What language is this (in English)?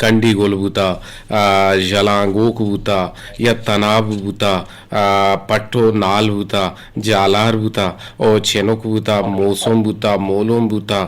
Eastern Balochi